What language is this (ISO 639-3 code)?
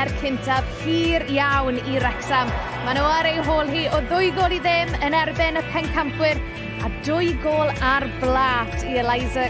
cym